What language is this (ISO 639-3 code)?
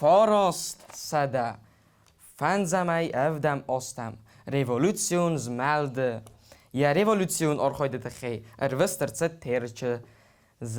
oss